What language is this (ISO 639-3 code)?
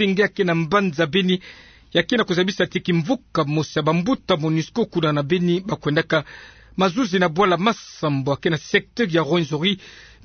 ktu